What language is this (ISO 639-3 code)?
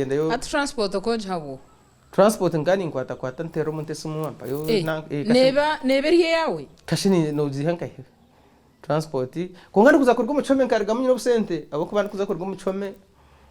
nyn